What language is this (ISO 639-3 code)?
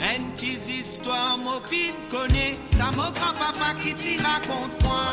mfe